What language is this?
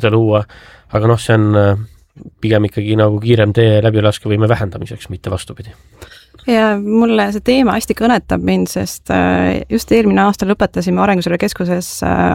Estonian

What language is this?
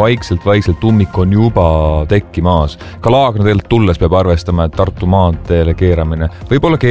Estonian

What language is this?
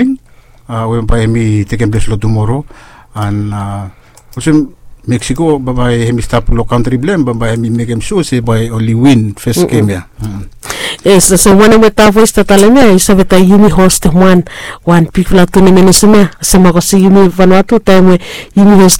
Bislama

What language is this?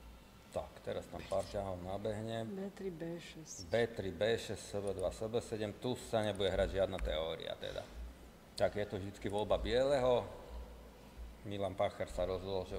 Slovak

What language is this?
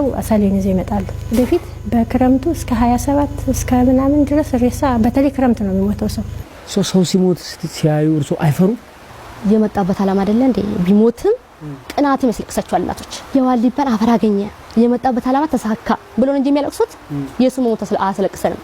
Amharic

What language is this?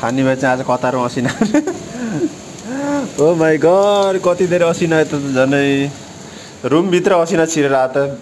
Nepali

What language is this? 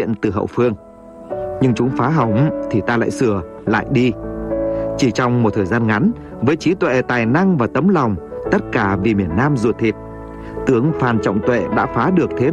Vietnamese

